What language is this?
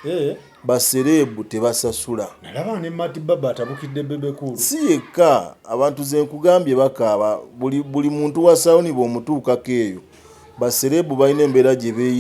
Ganda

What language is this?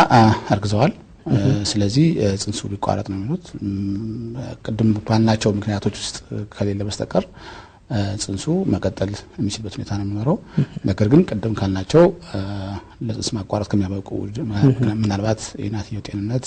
Amharic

